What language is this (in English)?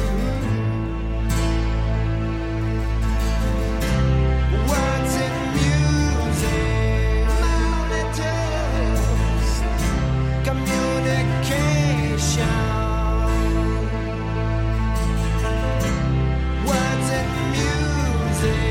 Danish